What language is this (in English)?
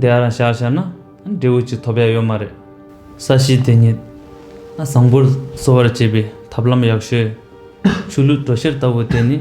Tibetan